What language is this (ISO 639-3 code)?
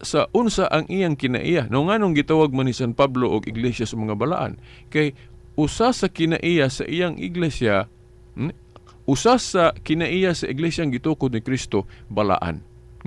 ceb